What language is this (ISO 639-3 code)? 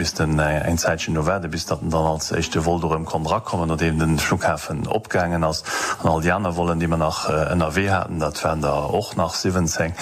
ltz